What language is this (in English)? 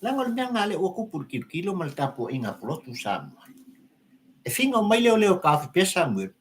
Samoan